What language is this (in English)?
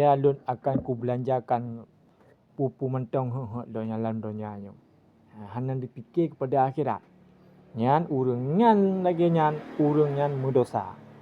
Achinese